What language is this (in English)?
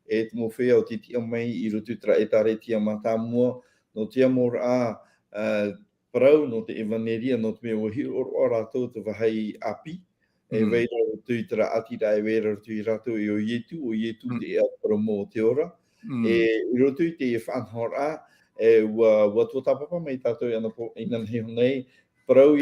Tahitian